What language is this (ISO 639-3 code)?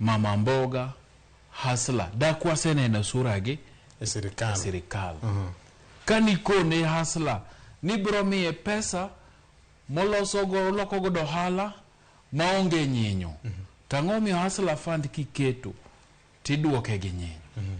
luo